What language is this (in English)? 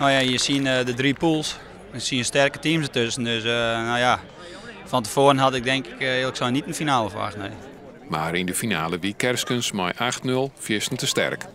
Western Frisian